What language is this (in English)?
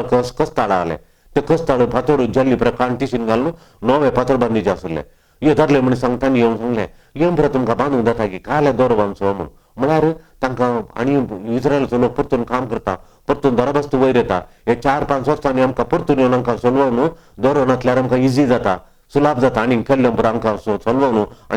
Konkani